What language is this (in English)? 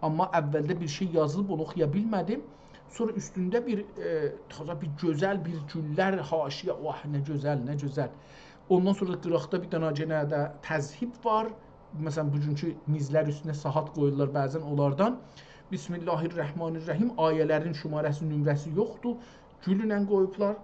South Azerbaijani